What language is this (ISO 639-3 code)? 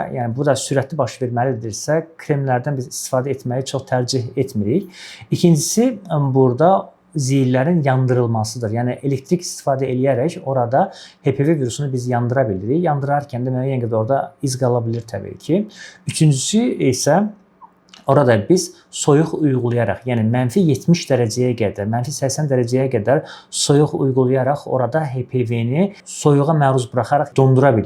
aze